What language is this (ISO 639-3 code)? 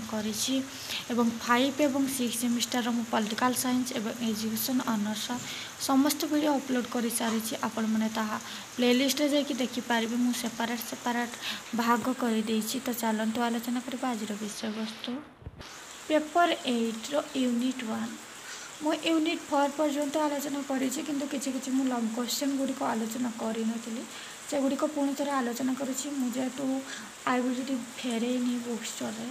ori